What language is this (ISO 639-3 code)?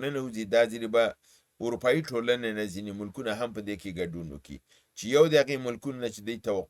pus